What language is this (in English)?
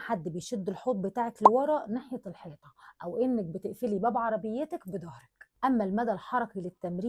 Egyptian Arabic